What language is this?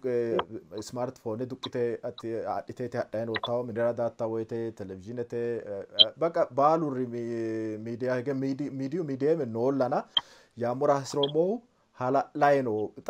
Sidamo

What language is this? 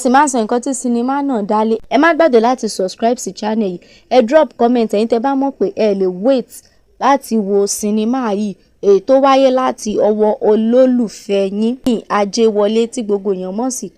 Yoruba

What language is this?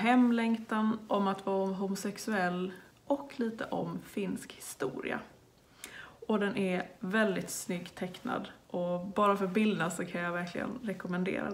Swedish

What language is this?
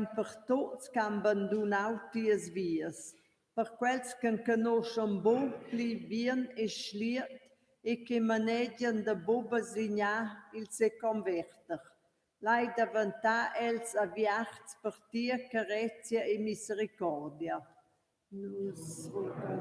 Romansh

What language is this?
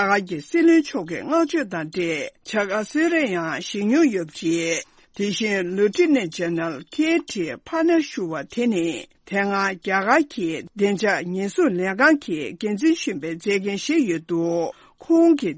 Tibetan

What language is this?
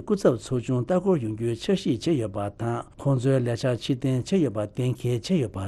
Tibetan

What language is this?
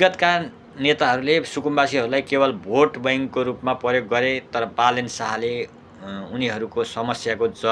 Nepali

